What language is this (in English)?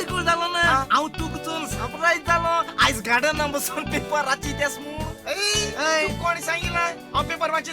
Konkani